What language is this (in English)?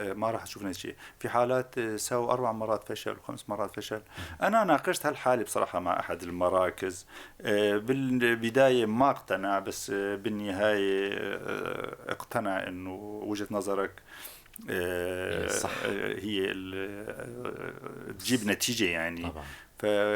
North Levantine Arabic